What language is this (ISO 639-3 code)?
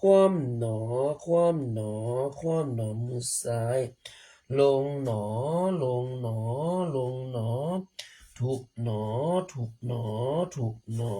pli